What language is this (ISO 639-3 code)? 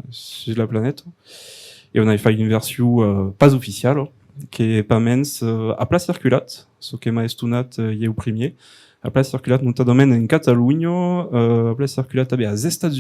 oci